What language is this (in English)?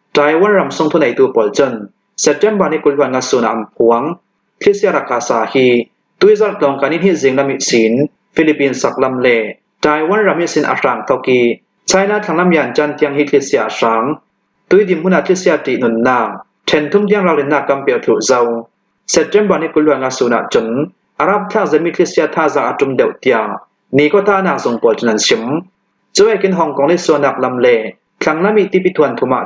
Hakha Chin